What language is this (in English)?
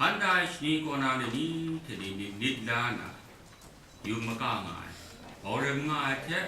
Kachin